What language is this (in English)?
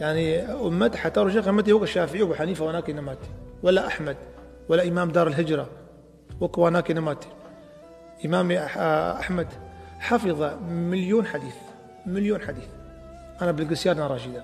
Kurdish